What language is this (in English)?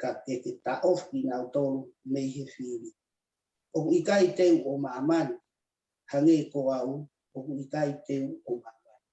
Tongan